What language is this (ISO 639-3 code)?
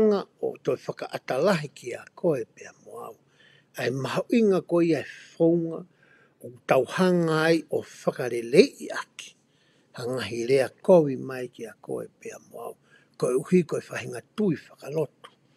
ton